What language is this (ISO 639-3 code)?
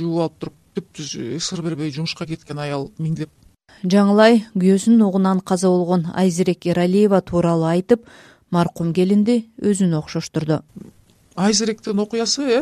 kir